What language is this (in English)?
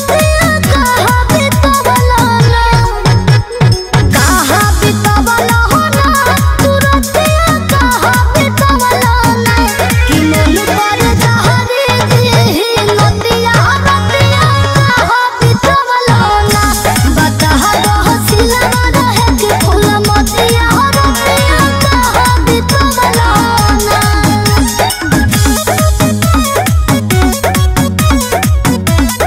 Bhojpuri